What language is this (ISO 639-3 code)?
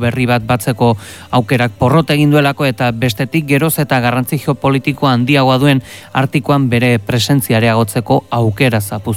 eus